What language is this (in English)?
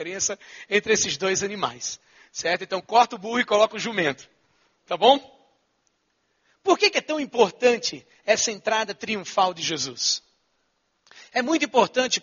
Portuguese